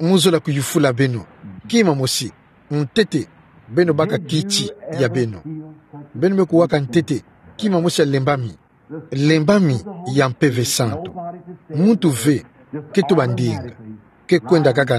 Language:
Kituba (Democratic Republic of Congo)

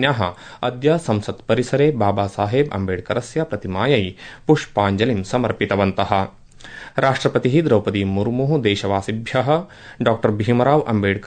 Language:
Sanskrit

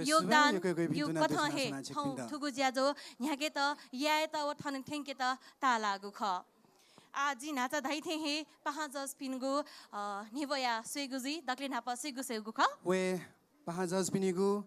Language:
Newari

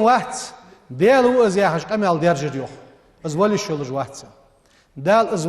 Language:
Ingush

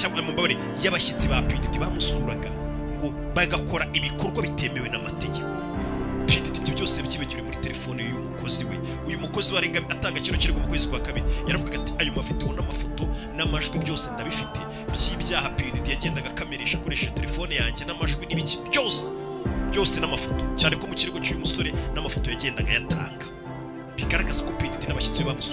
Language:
Kinyarwanda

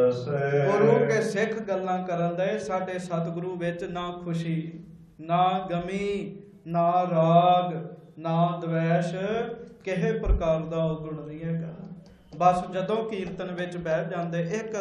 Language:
Punjabi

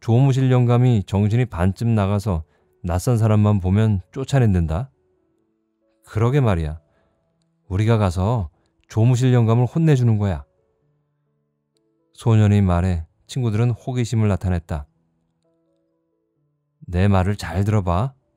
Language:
Korean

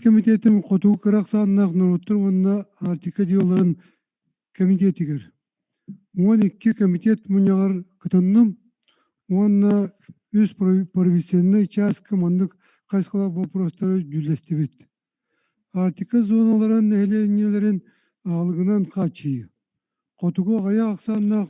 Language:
Yakut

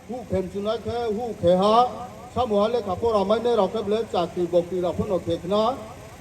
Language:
Riang (India)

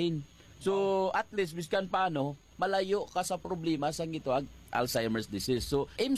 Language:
Hiligaynon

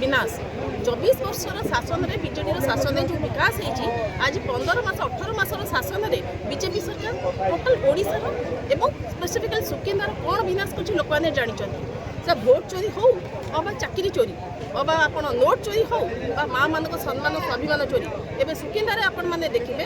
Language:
Odia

